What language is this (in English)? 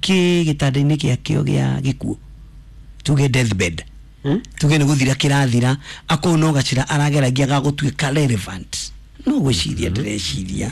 Kikuyu